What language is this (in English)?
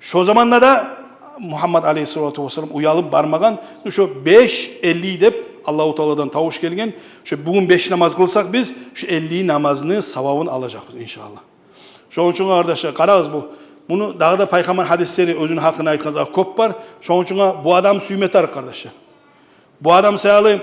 Kumyk